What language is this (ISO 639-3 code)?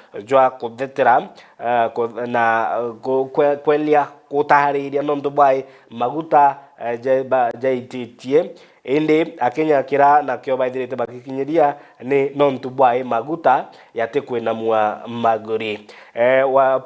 mer